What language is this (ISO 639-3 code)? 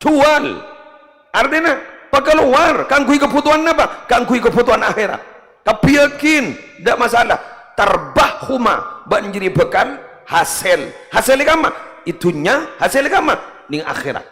mad